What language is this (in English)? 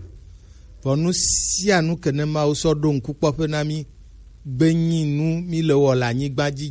Gen